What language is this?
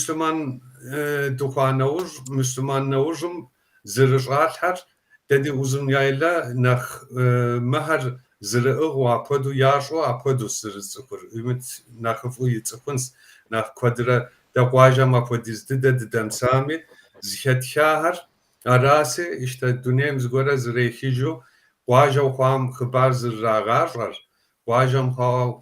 Kabardian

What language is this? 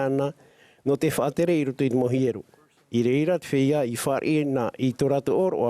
Tahitian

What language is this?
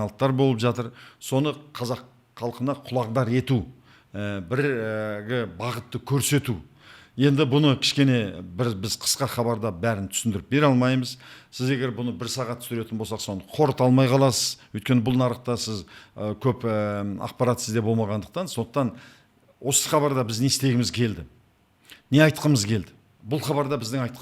Kazakh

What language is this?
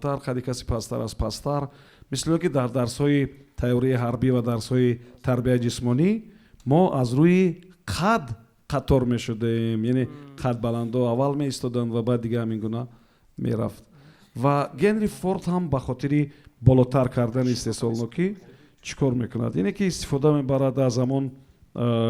Tajik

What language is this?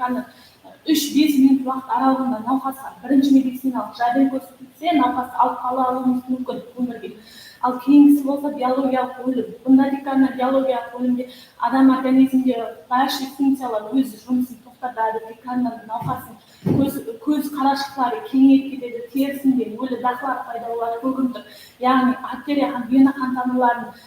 Kara-Kalpak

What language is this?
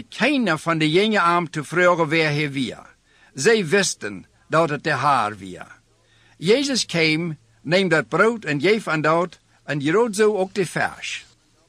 Dutch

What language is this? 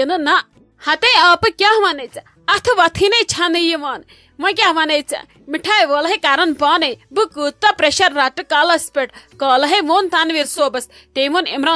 Kashmiri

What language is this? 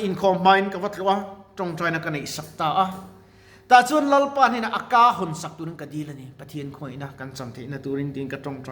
Mizo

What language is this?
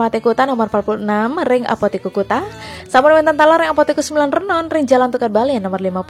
Balinese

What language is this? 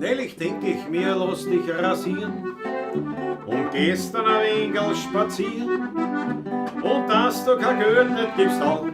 Bavarian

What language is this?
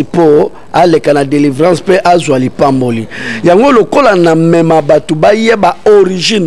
Lingala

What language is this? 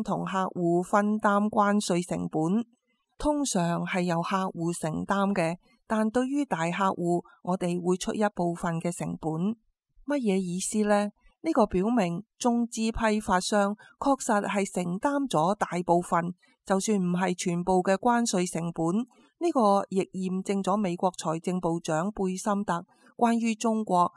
Cantonese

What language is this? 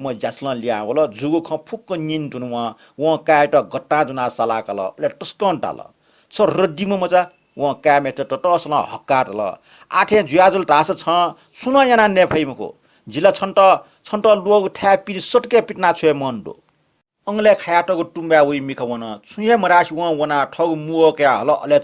Newari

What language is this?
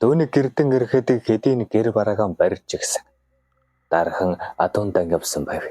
Mongolian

